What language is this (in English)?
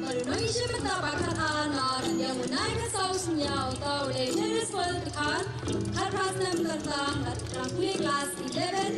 Khasi